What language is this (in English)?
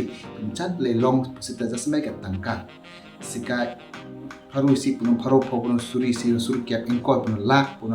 Karbi